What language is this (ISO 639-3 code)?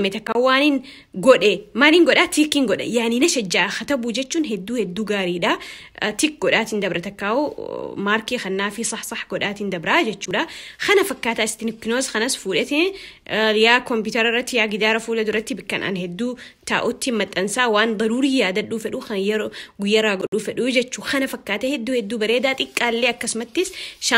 orm